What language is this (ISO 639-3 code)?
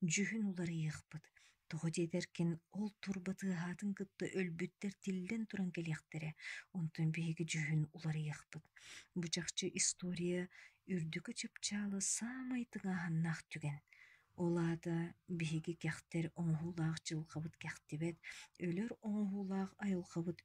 sah